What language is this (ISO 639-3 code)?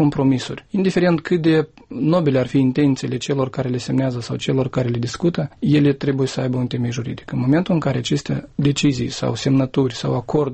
ron